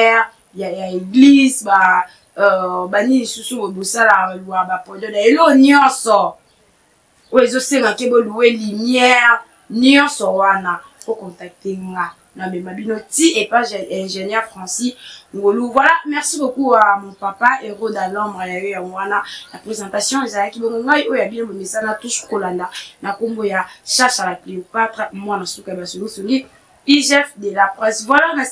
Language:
Lingala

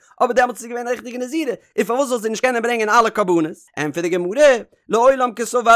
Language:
Yiddish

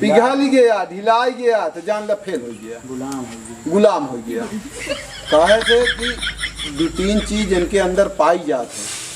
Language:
Awadhi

